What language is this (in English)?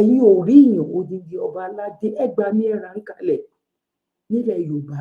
Yoruba